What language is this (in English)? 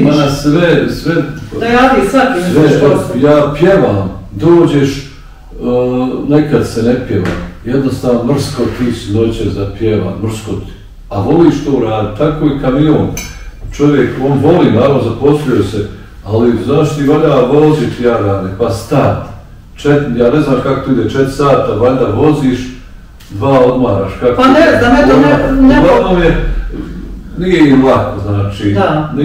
Bosnian